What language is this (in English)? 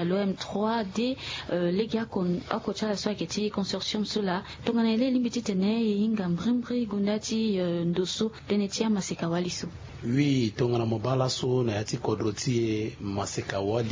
Sango